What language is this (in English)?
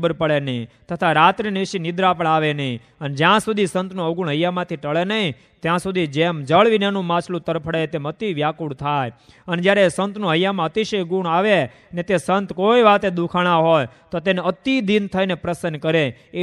Gujarati